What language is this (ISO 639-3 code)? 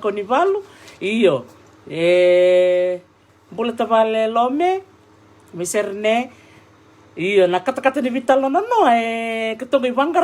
fij